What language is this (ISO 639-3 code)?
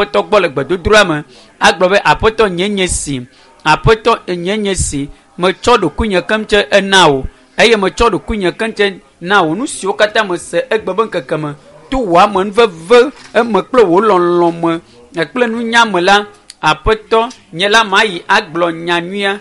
ewe